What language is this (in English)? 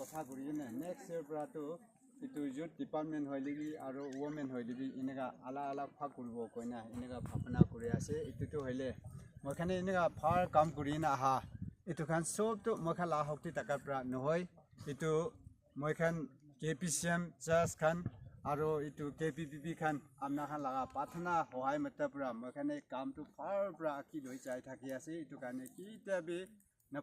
Naga Pidgin